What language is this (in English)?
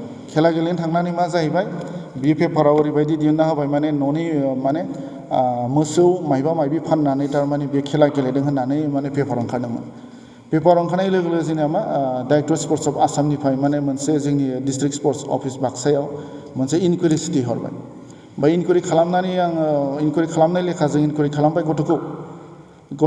Bodo